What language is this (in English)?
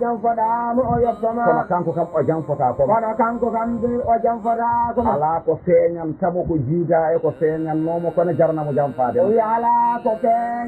Fula